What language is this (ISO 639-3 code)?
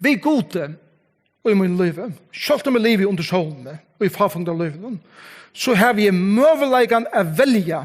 fao